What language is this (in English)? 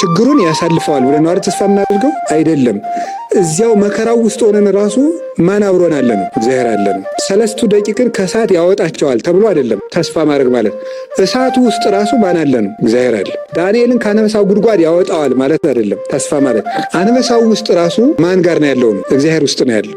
Amharic